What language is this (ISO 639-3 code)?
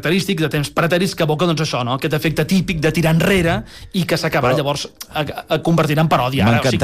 cat